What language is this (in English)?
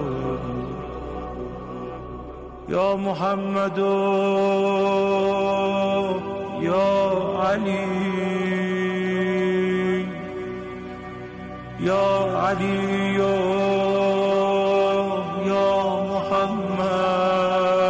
Arabic